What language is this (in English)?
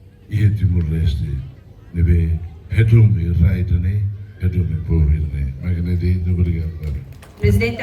Tetum